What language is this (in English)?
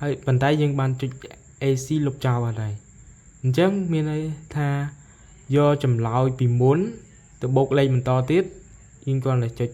Khmer